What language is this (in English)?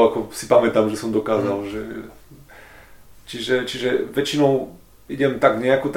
Slovak